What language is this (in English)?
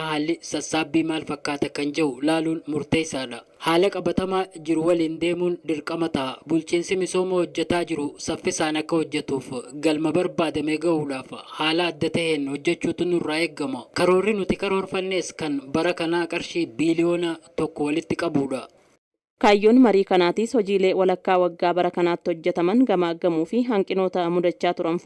Oromo